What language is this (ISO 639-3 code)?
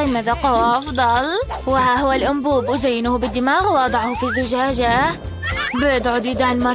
ara